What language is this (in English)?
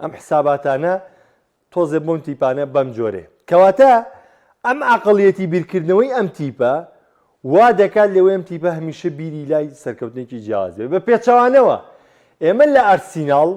Central Kurdish